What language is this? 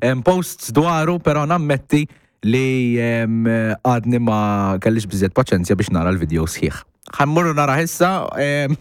Maltese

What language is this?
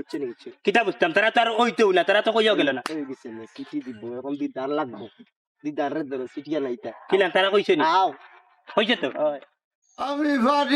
Sylheti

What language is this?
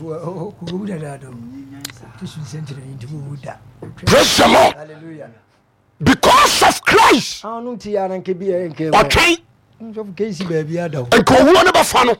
Akan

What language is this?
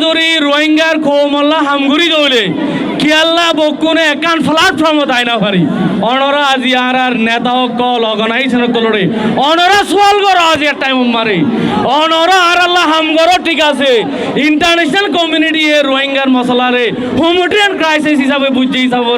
Rohingya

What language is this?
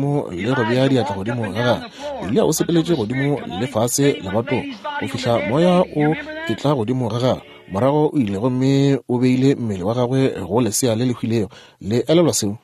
Northern Sotho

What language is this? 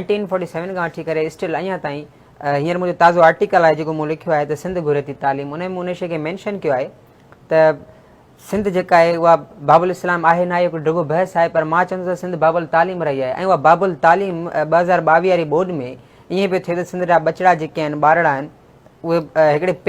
Sindhi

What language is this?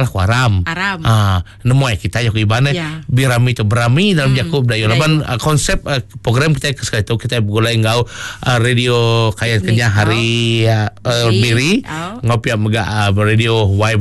Iban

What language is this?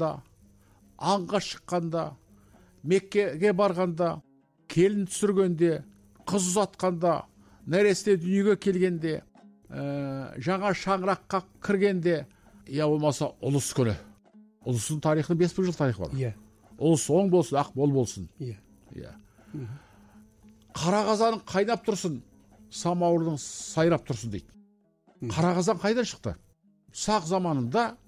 Kazakh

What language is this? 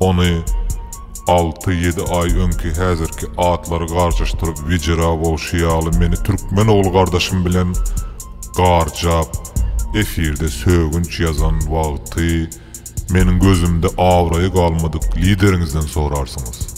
Turkmen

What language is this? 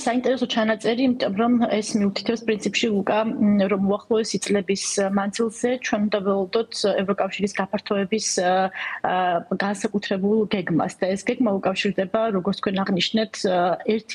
Georgian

